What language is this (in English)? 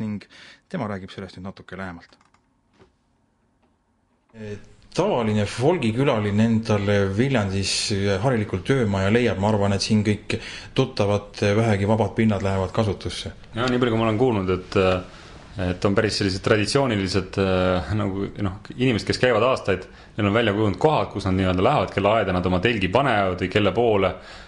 Estonian